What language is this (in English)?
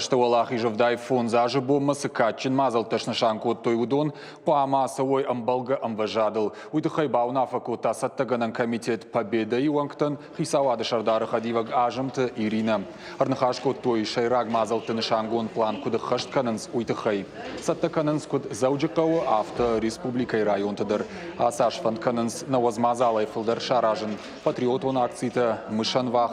Ossetic